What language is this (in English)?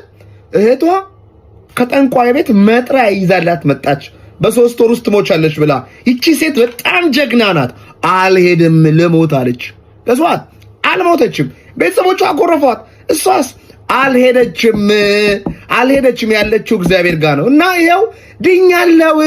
Amharic